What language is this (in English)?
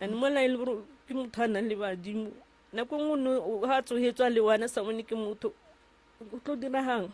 Northern Sotho